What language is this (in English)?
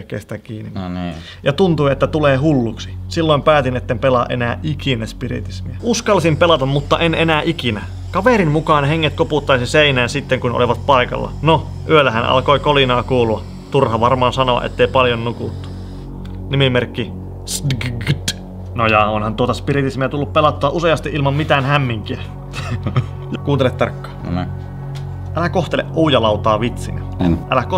Finnish